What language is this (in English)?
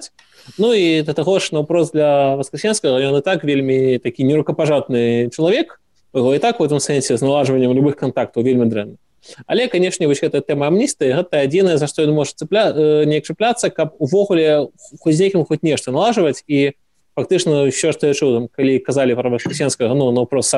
Belarusian